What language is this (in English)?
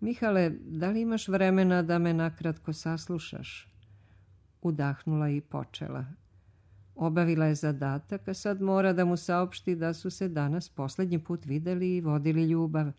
Serbian